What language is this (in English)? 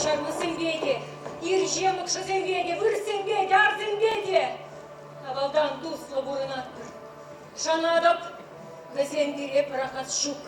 Chuvash